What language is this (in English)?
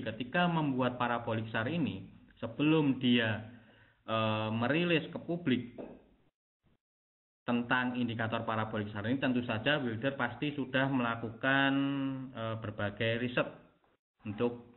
Indonesian